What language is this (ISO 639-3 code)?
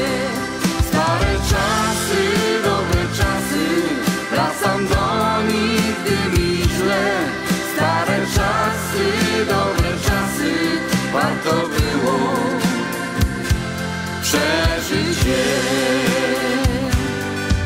pol